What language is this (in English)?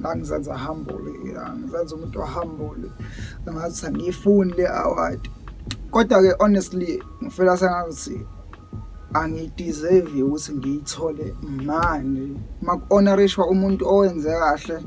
Zulu